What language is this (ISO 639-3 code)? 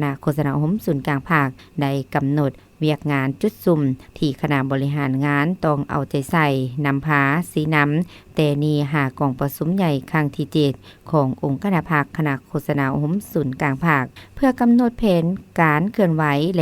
lao